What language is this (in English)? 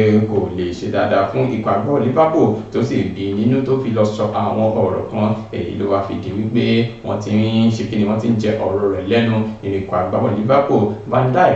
Yoruba